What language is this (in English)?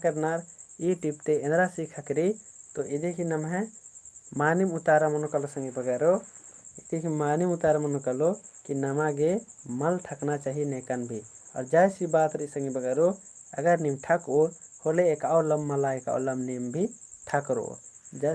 Kurukh